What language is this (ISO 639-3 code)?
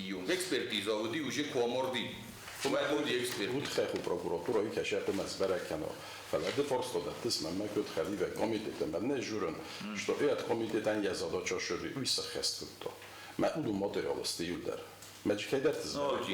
oss